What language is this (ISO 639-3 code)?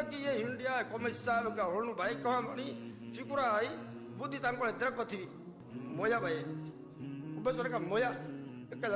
div